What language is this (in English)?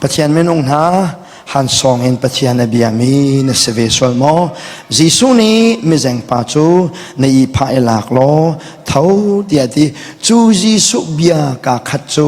Hakha Chin